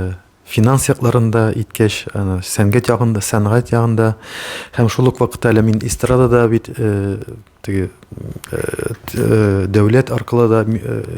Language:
Tatar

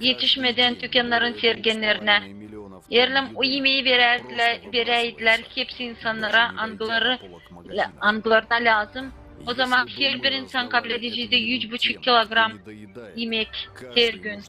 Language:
Gagauz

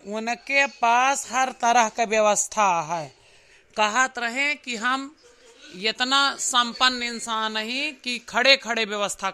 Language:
Awadhi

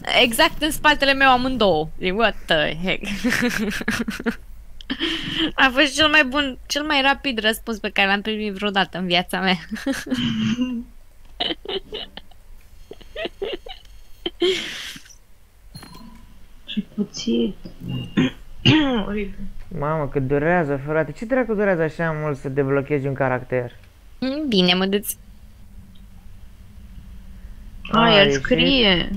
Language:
Romanian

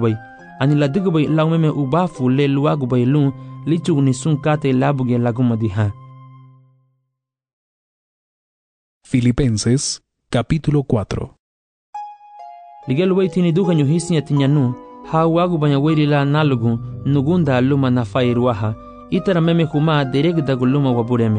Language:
Garifuna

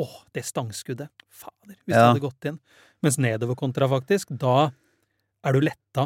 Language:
Norwegian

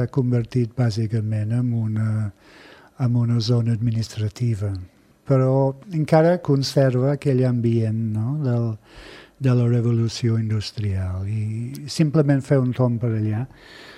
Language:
Catalan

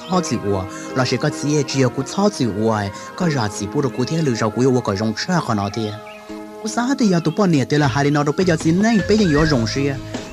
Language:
Hmong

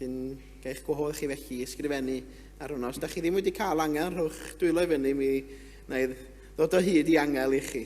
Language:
Welsh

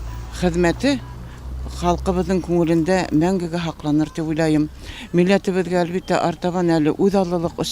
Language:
Bashkir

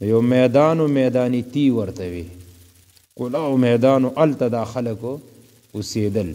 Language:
Pashto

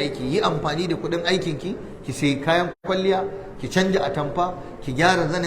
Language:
Hausa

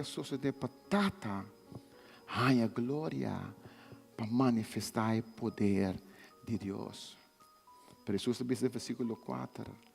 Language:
Papiamento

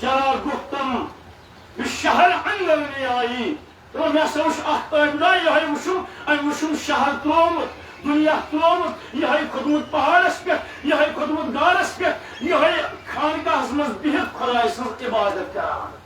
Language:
Kashmiri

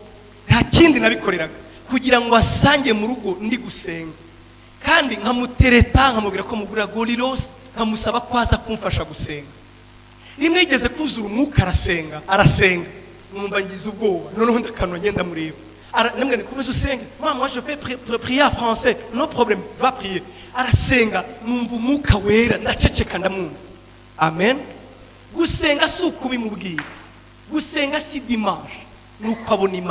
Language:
Kinyarwanda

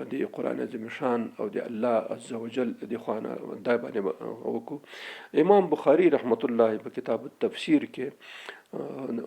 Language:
Pashto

